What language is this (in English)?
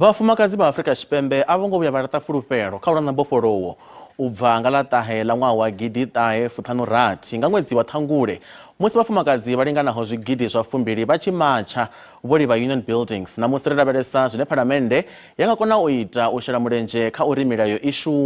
Venda